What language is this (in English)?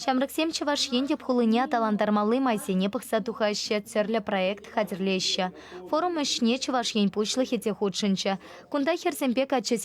Chuvash